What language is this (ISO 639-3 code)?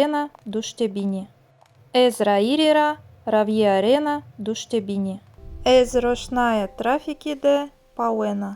zza